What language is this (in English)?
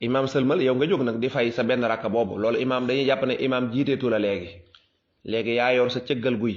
Wolof